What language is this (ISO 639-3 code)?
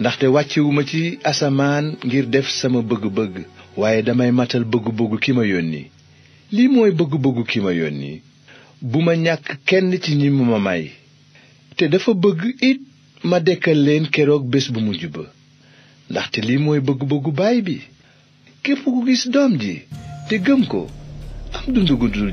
wol